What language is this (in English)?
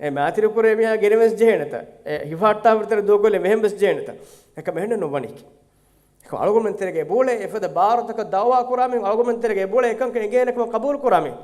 Divehi